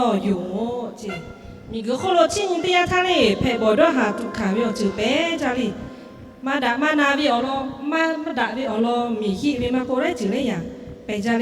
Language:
Lahu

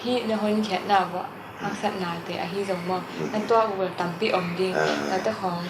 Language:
Tedim Chin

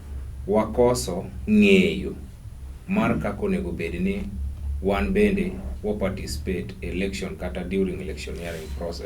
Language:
Luo (Kenya and Tanzania)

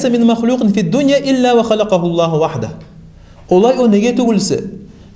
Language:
Kumyk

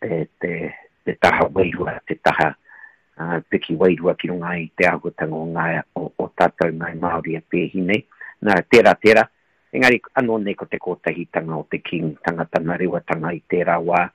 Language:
Māori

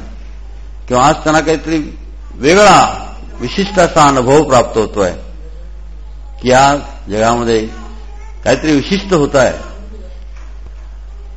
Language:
Marathi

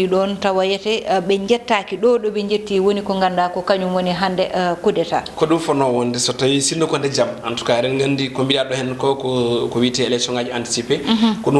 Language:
Fula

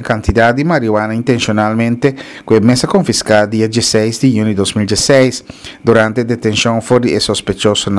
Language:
Papiamento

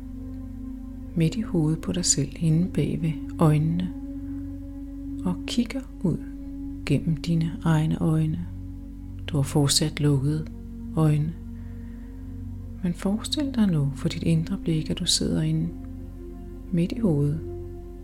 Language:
Danish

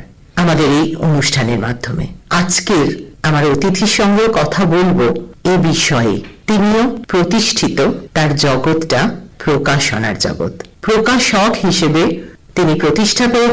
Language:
Bangla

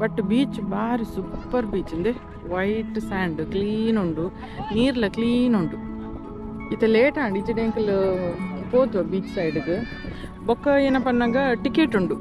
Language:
Tulu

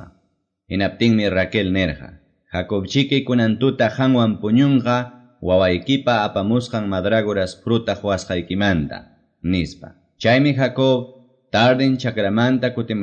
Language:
Quechua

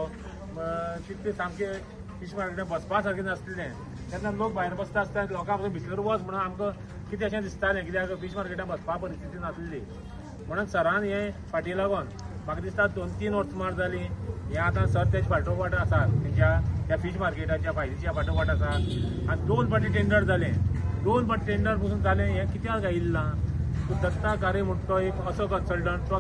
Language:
Konkani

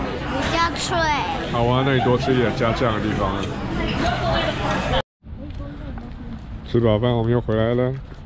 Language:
Chinese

